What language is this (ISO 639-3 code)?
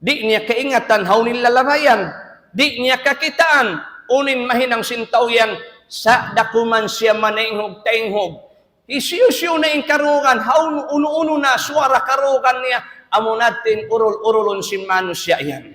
tsg